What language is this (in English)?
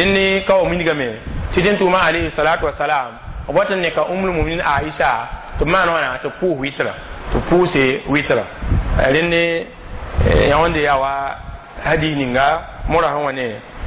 Mossi